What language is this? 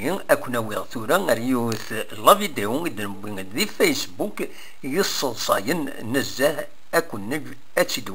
Kabyle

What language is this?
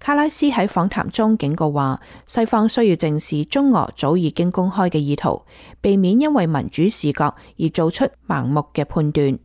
Cantonese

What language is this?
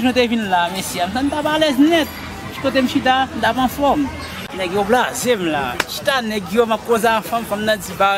Haitian Creole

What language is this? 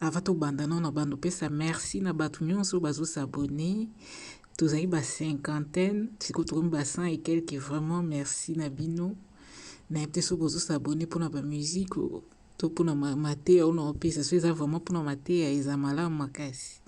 Lingala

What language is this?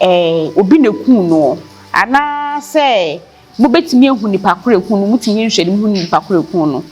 Akan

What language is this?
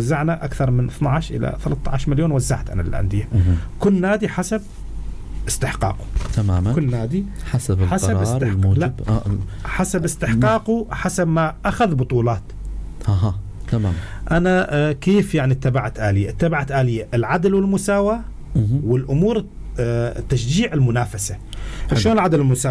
North Levantine Arabic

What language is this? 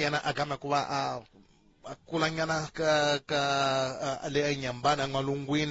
Tsonga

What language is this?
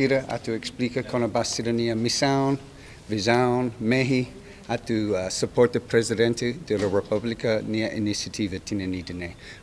Tetum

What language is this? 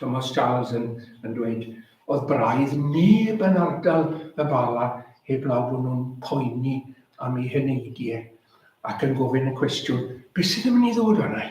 Welsh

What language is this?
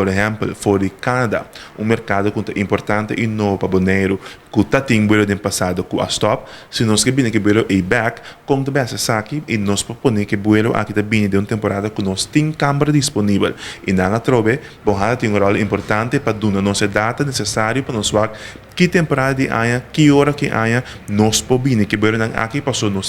Papiamento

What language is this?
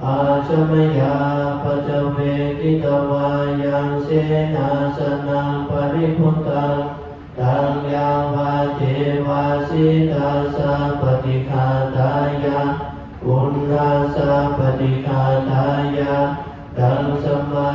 Pali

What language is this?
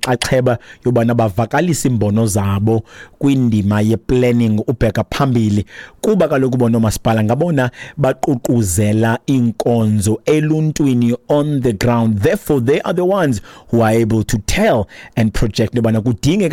Xhosa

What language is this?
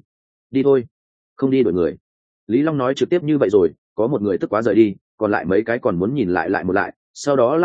Vietnamese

